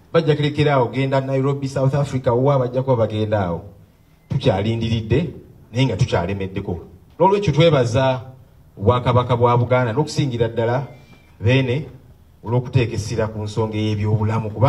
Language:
Ganda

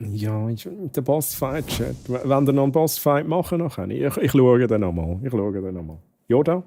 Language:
Swiss German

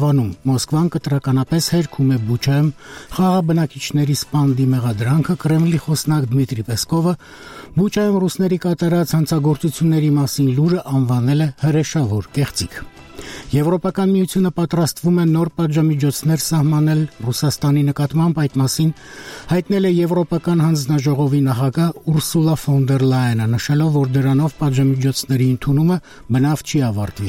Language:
Armenian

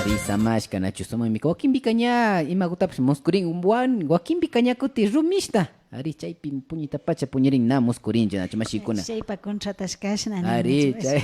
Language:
Imbabura Highland Quichua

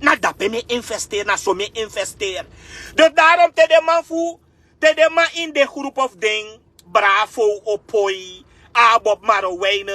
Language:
Sranan Tongo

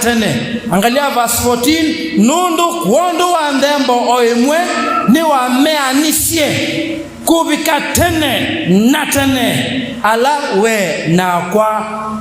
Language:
Kamba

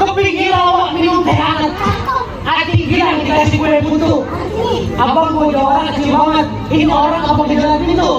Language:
Betawi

